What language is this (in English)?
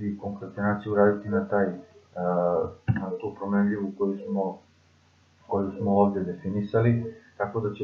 Serbian